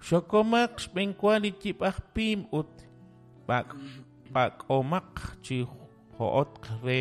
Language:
Kekchí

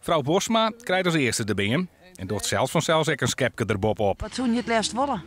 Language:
Western Frisian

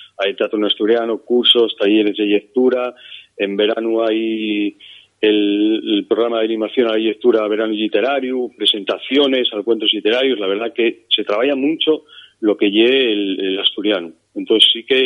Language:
Asturian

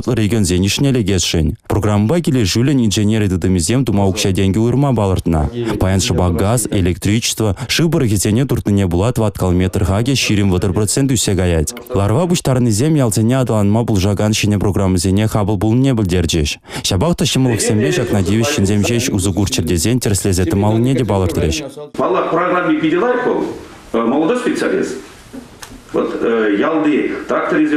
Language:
Chuvash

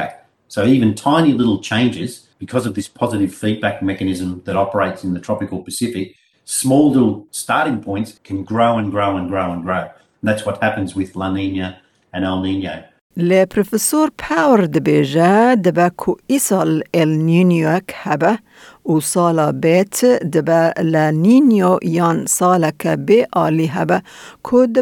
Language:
Kurdish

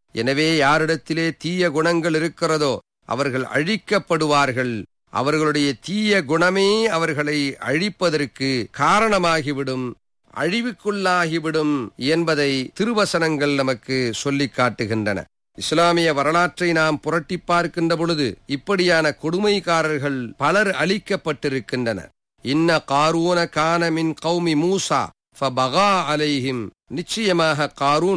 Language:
Tamil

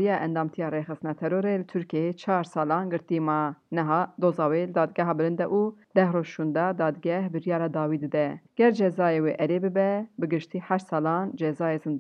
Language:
Kurdish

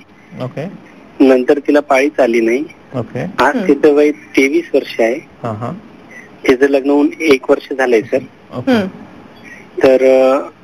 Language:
Marathi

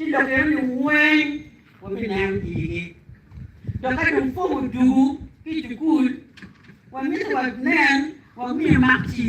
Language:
Acoli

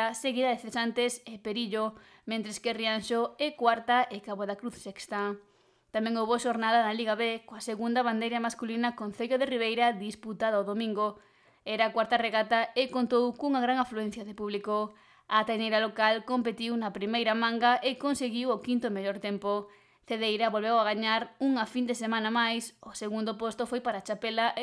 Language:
Galician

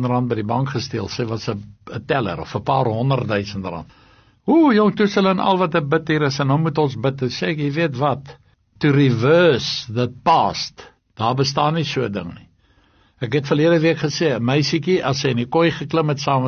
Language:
Afrikaans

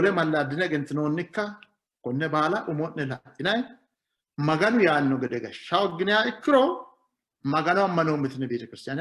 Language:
Sidamo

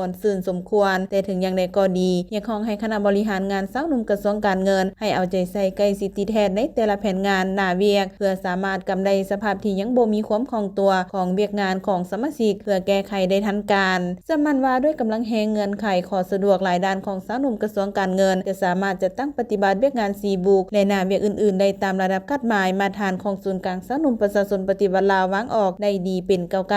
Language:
Lao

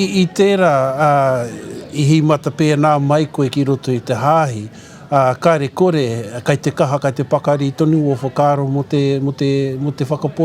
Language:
Māori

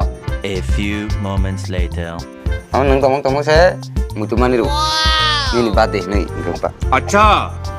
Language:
Kok Borok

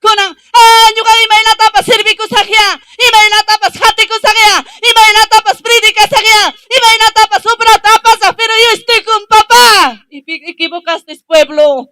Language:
Ayacucho Quechua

